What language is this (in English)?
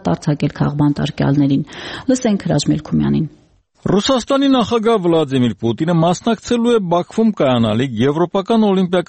Armenian